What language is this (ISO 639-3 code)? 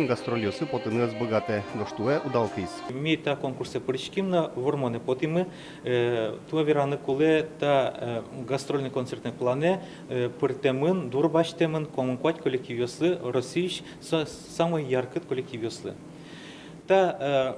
udm